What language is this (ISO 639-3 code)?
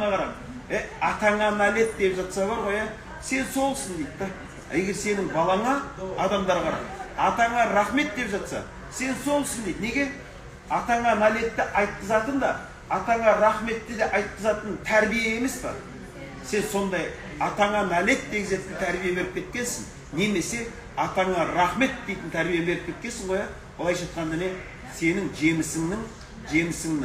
kaz